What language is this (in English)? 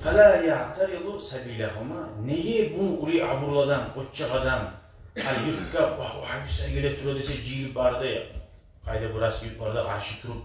Kumyk